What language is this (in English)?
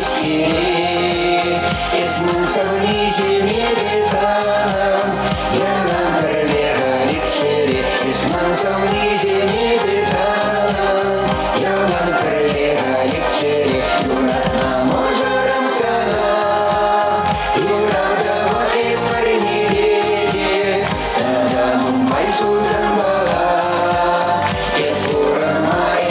Chuvash